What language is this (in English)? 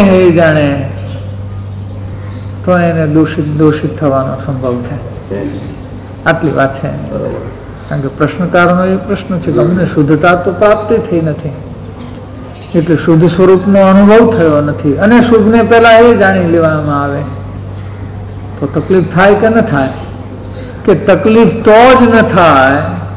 Gujarati